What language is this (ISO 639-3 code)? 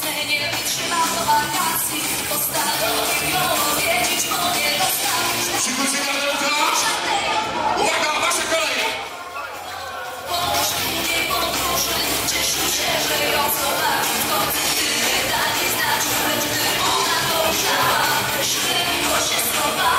pol